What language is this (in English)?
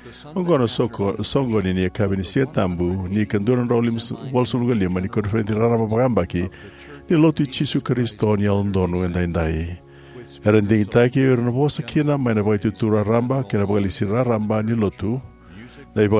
Fijian